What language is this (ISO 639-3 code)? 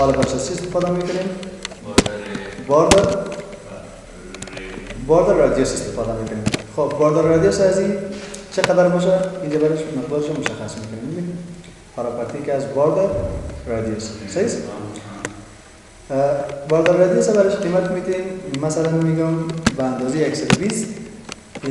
fas